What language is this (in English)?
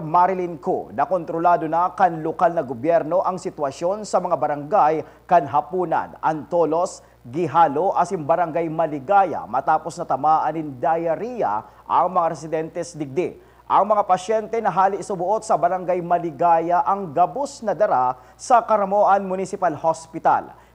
Bikol